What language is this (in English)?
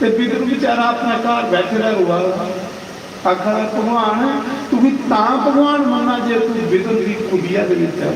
Dogri